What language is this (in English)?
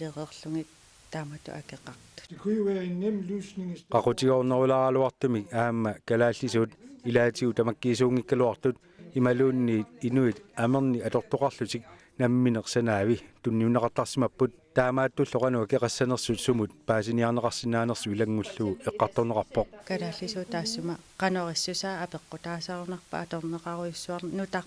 Kalaallisut